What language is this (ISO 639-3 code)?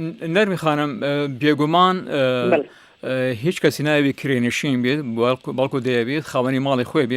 ckb